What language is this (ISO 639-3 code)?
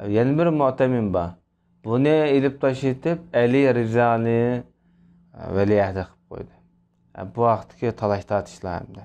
uig